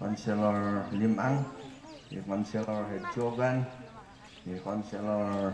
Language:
Mayoyao Ifugao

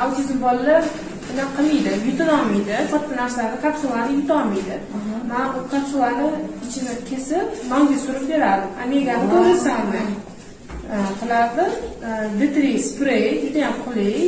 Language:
Uzbek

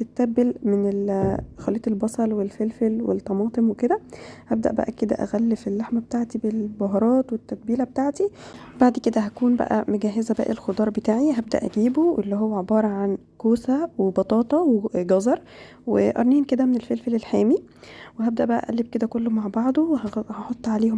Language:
Egyptian Arabic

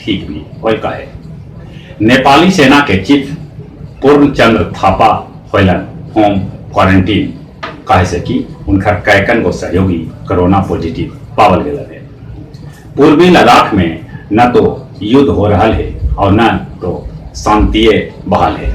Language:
Magahi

